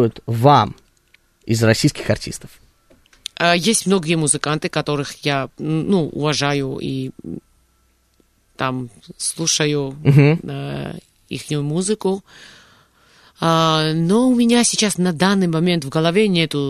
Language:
Russian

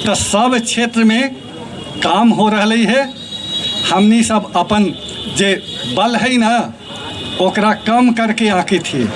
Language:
Magahi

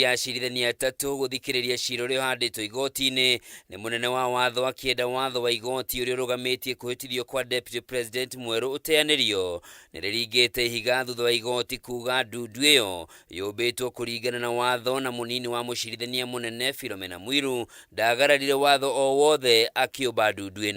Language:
Kikuyu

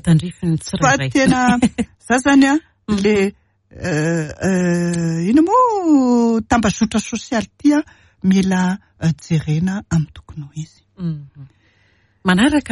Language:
Malagasy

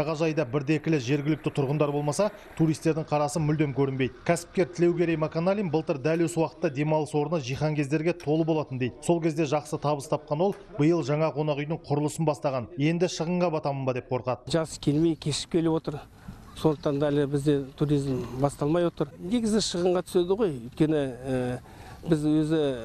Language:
Kazakh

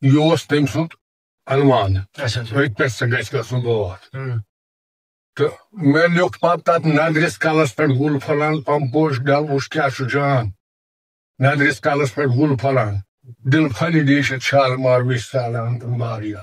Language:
Kashmiri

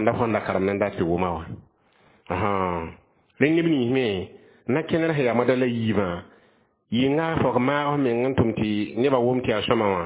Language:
Mossi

